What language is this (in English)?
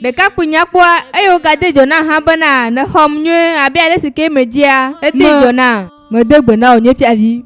Ewe